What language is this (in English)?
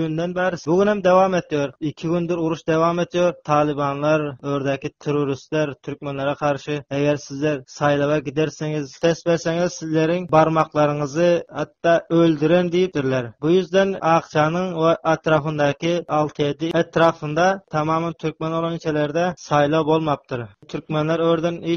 Turkmen